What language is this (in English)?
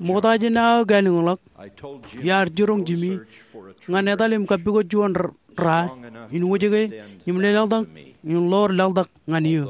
Marshallese